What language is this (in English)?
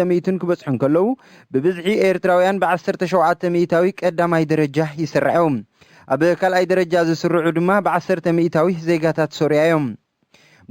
Tigrinya